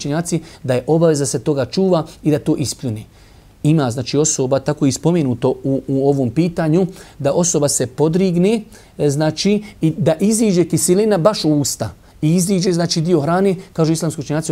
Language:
Bosnian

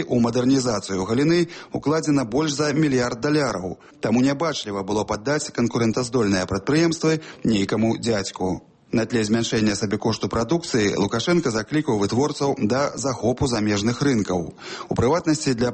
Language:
Belarusian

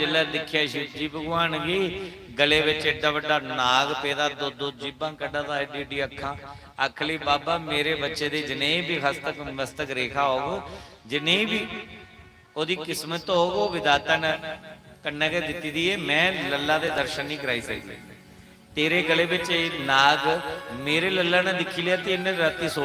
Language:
Dogri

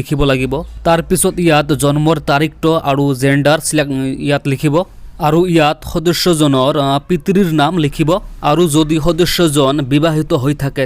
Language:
Assamese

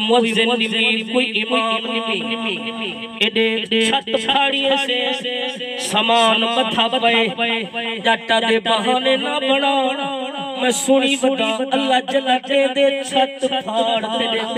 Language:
Saraiki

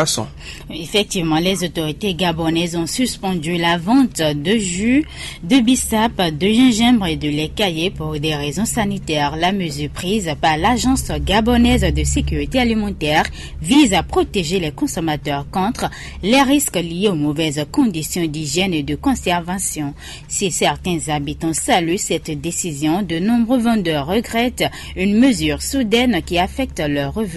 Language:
French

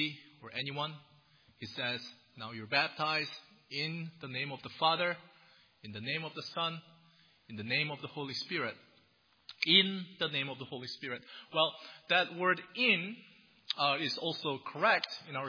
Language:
English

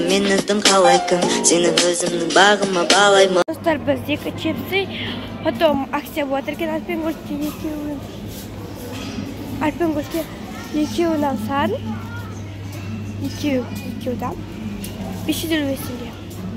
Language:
Kazakh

